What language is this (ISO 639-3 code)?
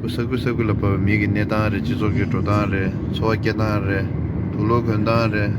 bod